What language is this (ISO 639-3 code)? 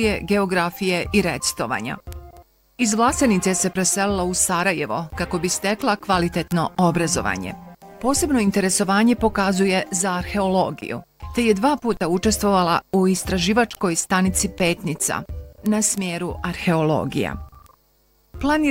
bos